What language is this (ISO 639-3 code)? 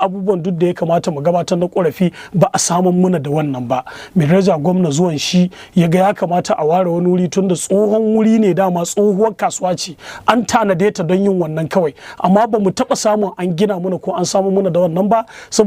hau